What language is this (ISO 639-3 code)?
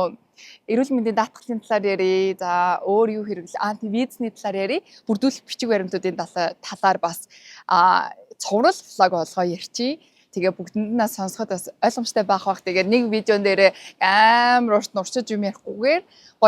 mon